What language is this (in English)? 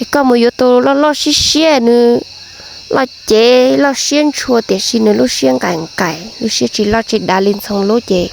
Hmong